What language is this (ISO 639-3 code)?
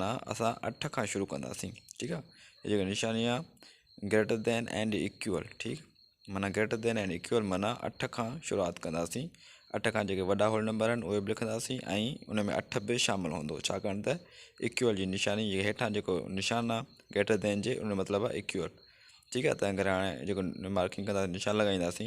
snd